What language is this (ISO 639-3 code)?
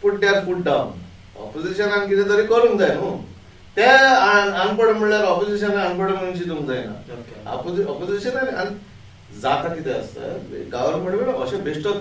kok